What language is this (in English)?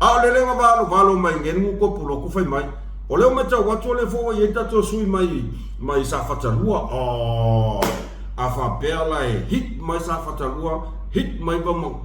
Samoan